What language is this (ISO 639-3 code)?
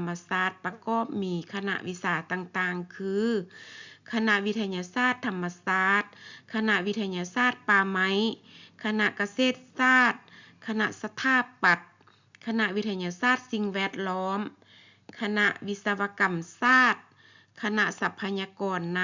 lao